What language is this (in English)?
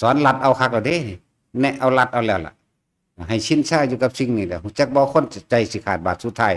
Northeastern Thai